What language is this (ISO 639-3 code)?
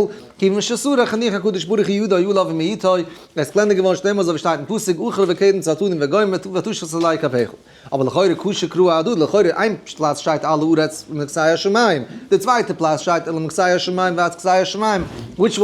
yid